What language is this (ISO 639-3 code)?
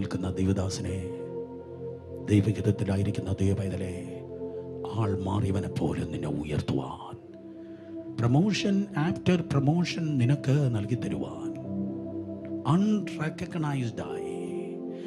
mal